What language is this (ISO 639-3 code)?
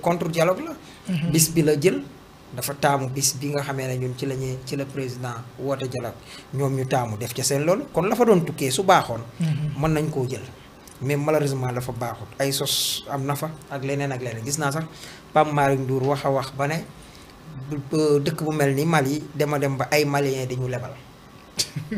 wol